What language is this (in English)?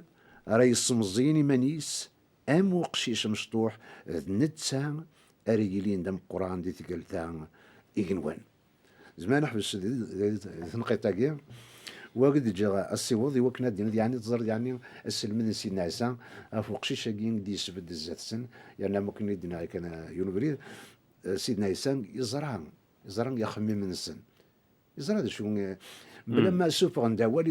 Kabyle